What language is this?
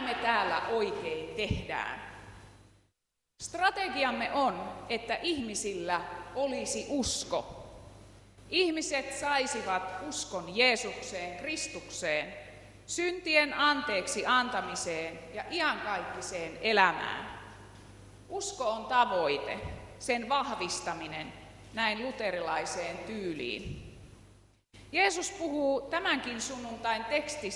Finnish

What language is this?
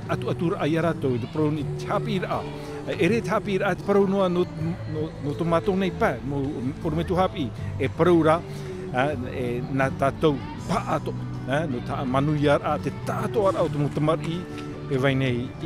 Tahitian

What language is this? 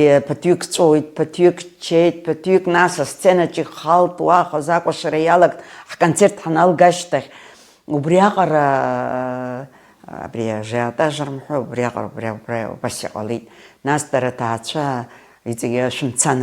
Abkhazian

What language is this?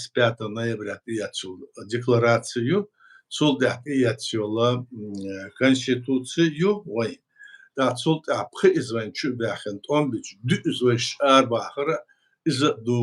Chechen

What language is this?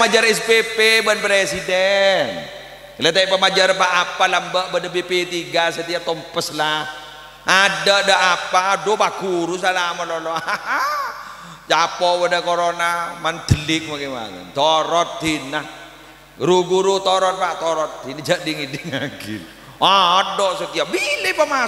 Madurese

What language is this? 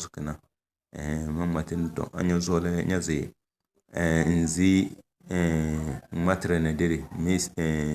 Tem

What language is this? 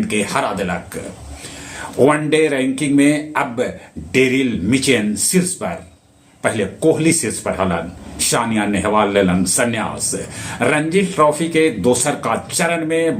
Magahi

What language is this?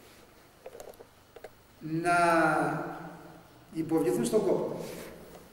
Greek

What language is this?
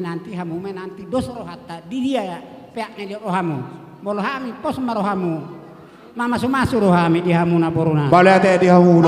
Batak Toba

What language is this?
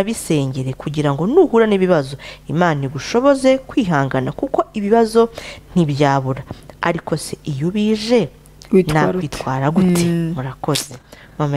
Kinyarwanda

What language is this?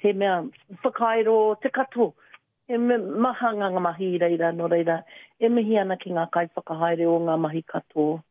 Māori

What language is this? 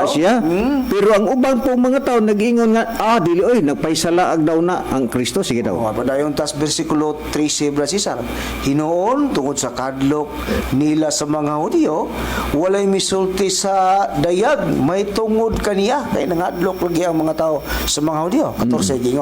Cebuano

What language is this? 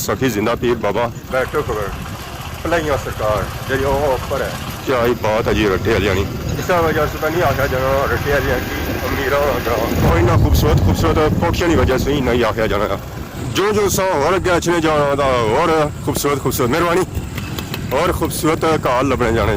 Pahari-Potwari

